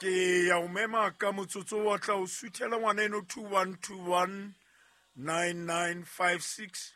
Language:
Southern Sotho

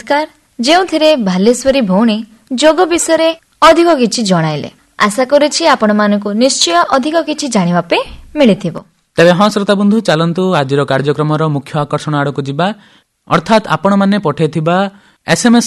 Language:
Odia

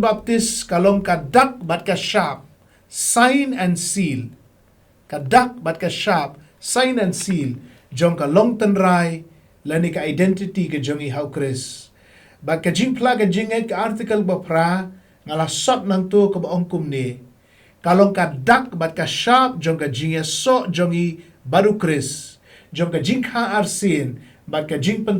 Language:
Khasi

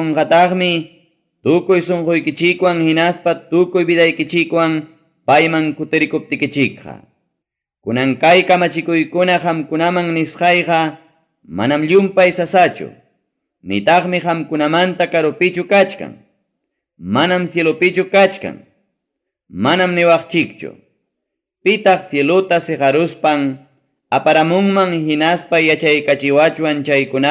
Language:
Ayacucho Quechua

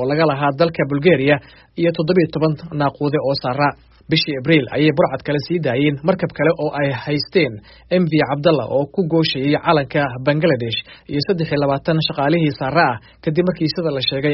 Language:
Somali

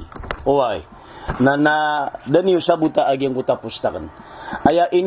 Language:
Maranao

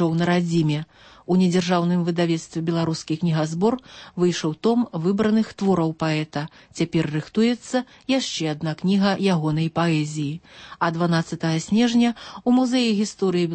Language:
Belarusian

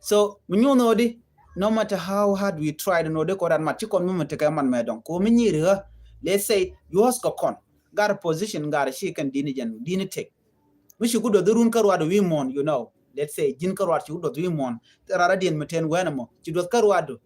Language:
Nuer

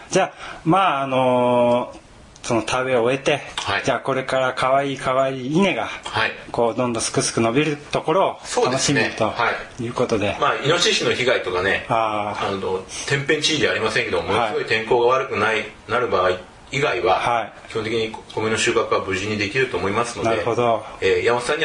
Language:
Japanese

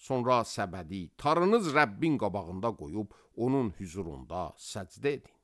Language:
Azerbaijani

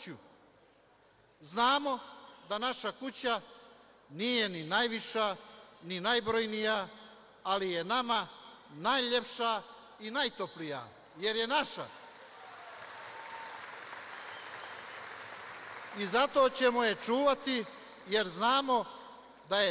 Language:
Serbian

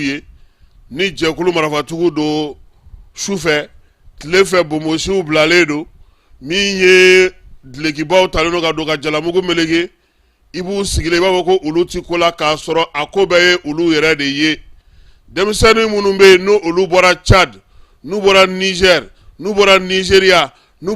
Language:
Bambara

